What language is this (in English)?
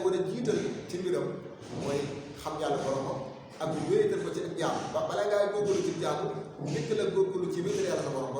Wolof